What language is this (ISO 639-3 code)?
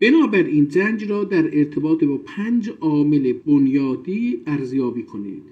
azb